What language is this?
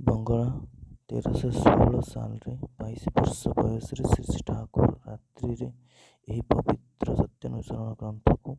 Odia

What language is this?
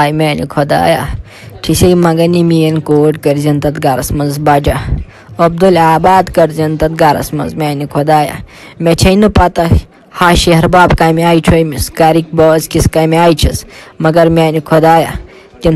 Kashmiri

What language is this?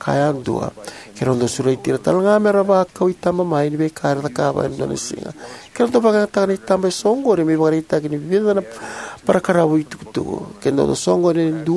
Fijian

